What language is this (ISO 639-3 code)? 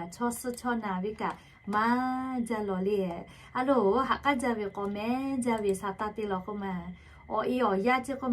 lhu